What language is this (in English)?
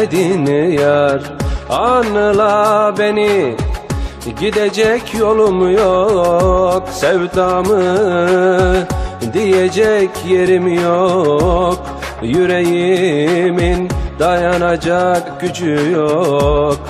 Turkish